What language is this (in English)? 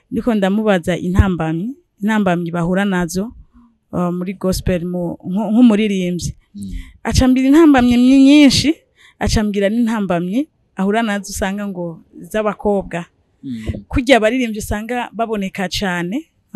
Rundi